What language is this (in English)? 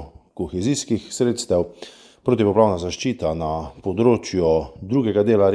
Slovenian